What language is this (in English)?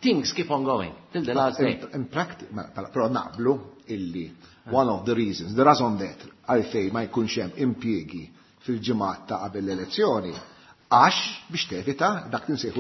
Maltese